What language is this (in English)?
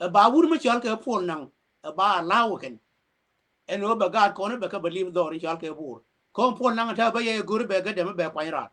Nuer